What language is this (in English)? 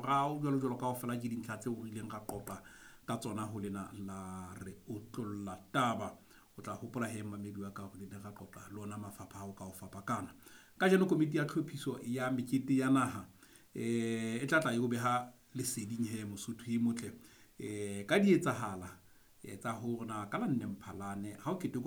Southern Sotho